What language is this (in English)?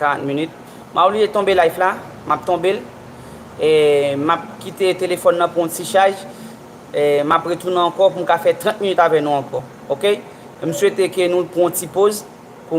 Haitian Creole